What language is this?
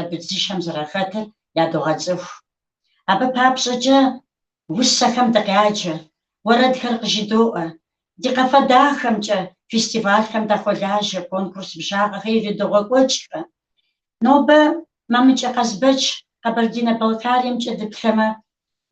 Kabardian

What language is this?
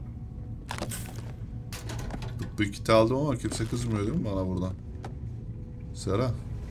Turkish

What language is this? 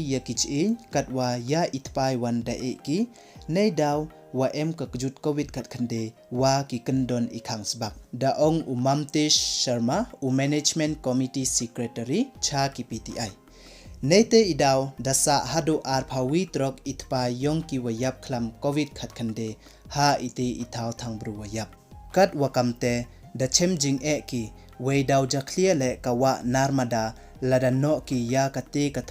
Pnar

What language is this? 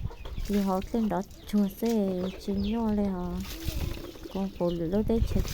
Hmong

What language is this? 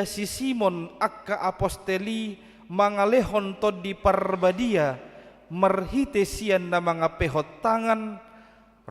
Batak Toba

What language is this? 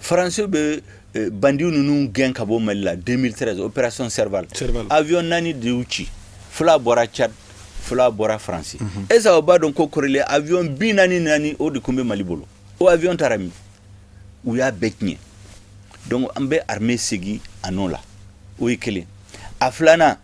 Bambara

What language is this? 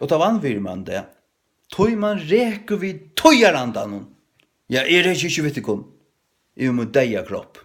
Faroese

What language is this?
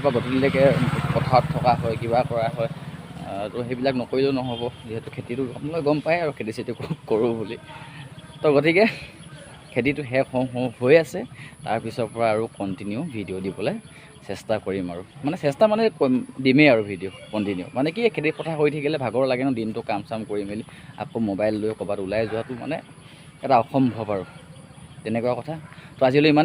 Assamese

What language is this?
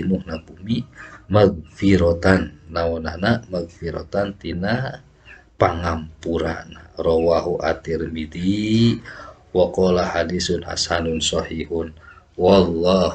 Sundanese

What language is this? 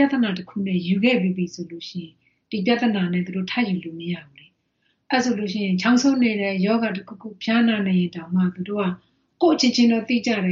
Burmese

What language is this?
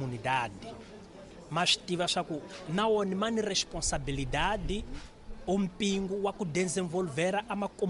Tsonga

